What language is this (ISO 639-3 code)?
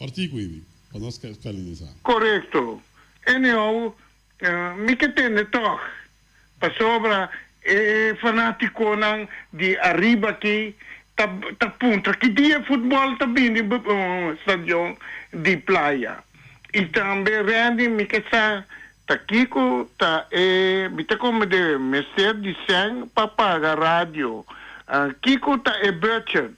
pap